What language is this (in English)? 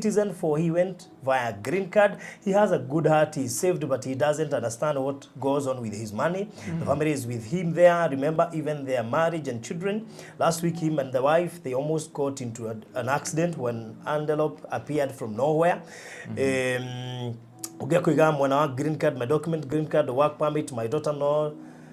Kikuyu